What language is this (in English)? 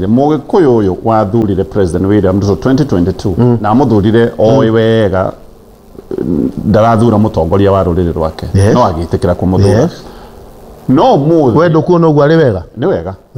Kikuyu